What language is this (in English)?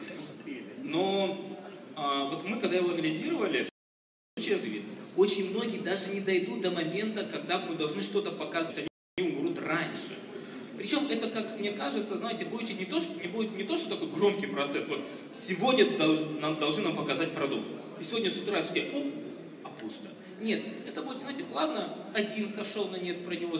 Russian